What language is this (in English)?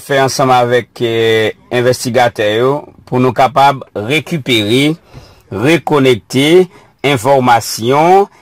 Haitian Creole